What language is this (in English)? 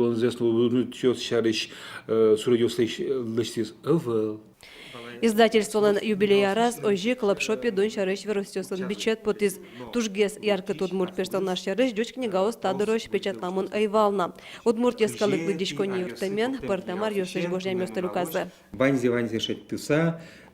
Udmurt